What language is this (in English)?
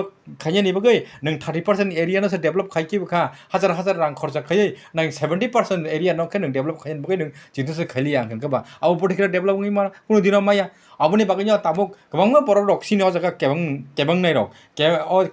Kok Borok